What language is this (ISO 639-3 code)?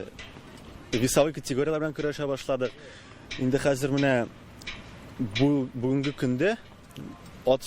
tat